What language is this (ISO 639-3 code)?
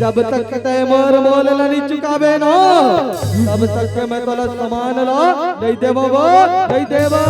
hne